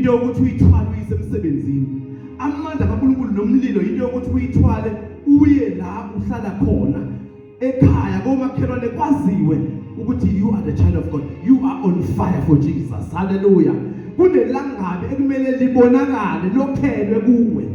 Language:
Zulu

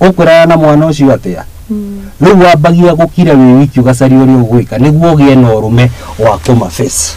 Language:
Kikuyu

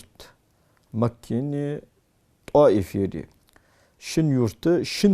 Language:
Ingush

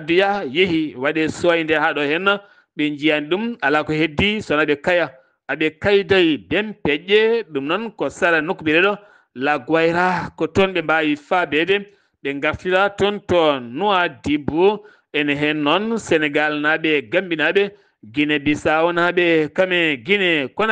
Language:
Fula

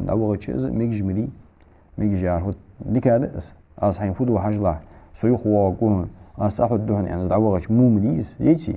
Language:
Ingush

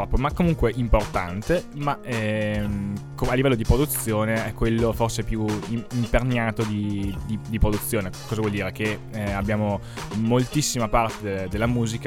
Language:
Italian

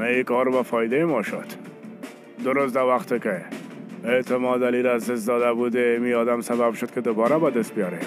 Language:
Persian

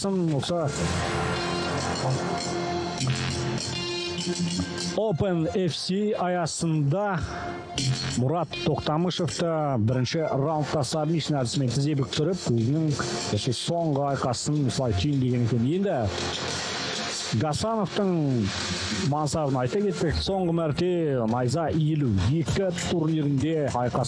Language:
Kazakh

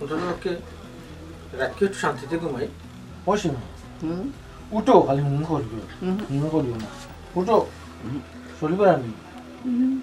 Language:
Sylheti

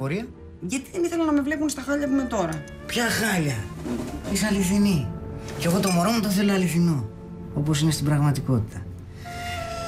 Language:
Greek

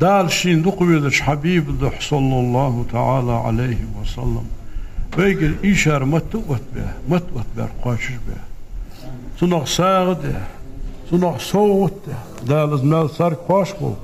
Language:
Ingush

